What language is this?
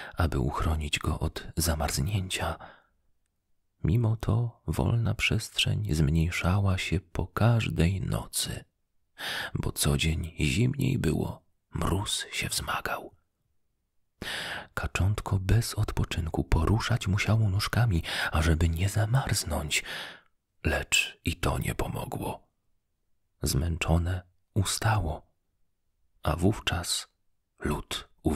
Polish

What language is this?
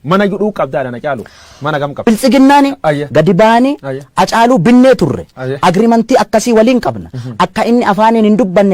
Oromo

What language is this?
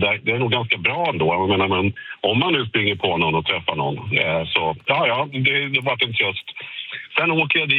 Swedish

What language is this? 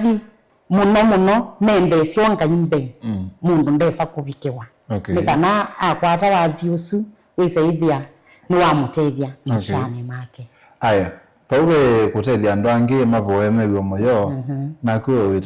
Kamba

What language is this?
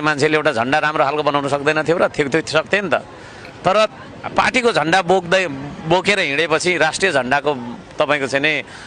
Nepali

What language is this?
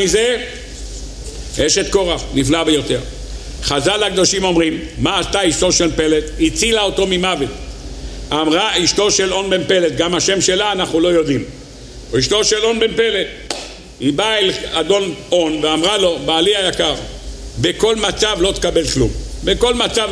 Hebrew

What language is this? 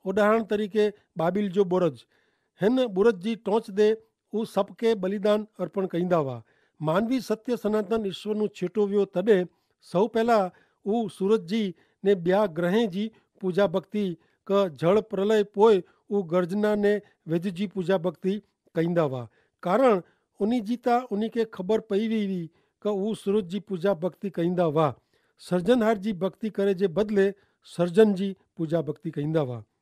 Kachhi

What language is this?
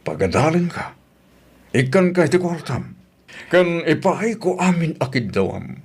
Iloko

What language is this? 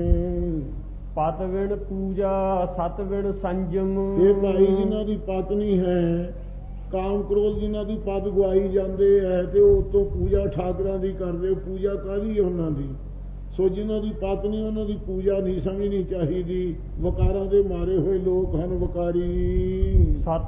Punjabi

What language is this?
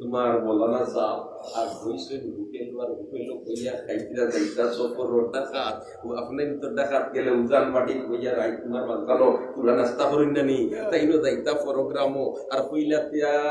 Sylheti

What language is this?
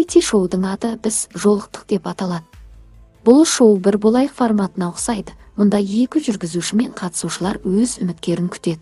Kazakh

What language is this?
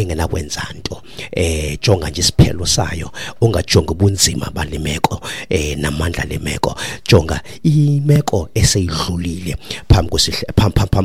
Xhosa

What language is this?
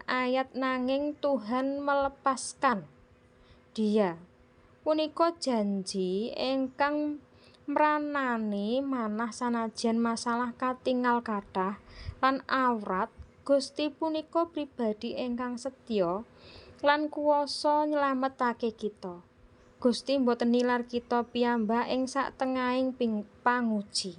Javanese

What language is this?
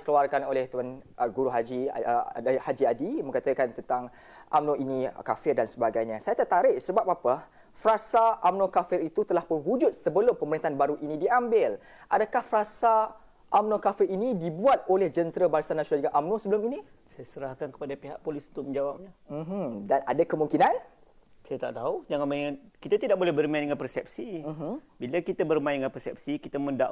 Malay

